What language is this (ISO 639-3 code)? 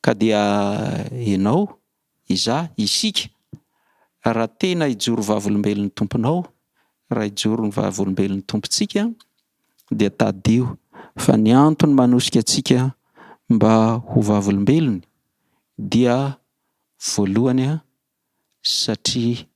mlg